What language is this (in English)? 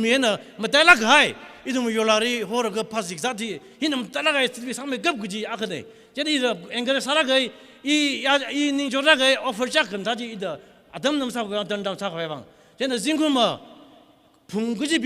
Tangkhul Naga (India)